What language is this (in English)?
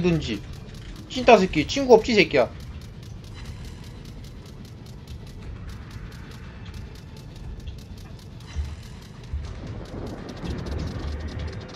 Korean